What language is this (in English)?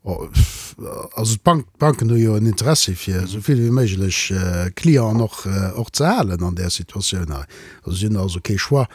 Luxembourgish